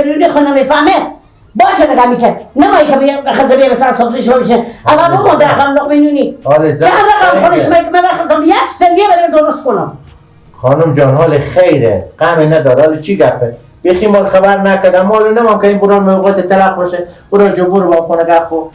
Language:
Persian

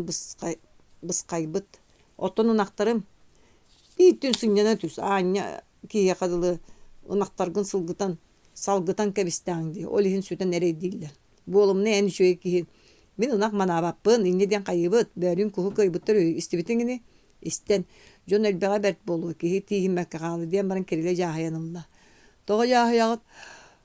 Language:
Yakut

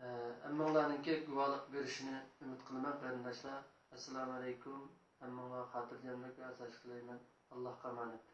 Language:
Uyghur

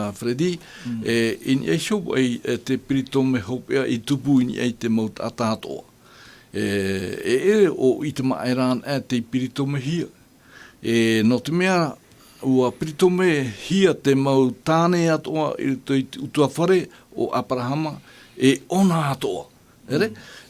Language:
Tahitian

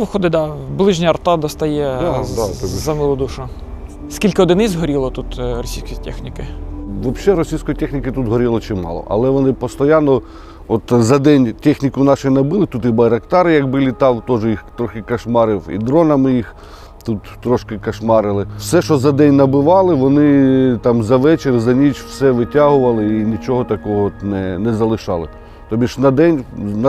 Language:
Ukrainian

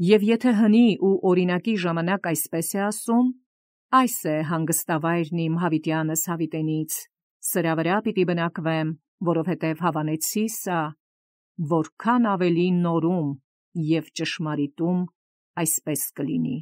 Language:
Armenian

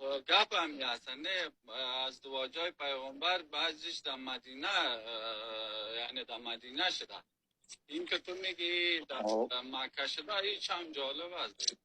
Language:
Persian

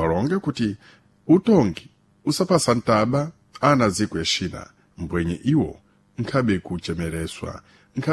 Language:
Sena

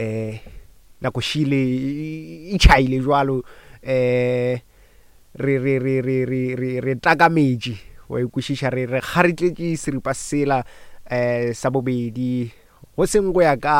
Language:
Northern Sotho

